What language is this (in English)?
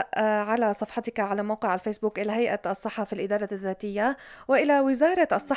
North Levantine Arabic